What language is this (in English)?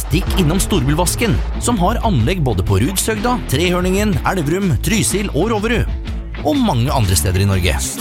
Norwegian